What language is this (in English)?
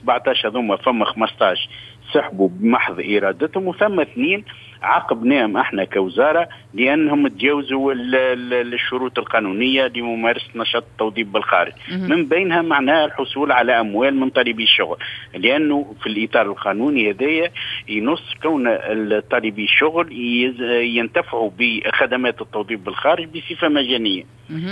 Tunisian Arabic